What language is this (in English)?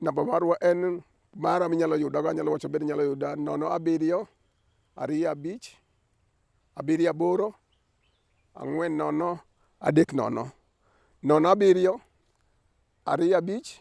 Luo (Kenya and Tanzania)